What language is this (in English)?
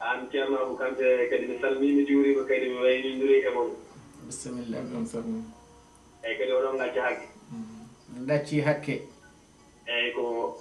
Fula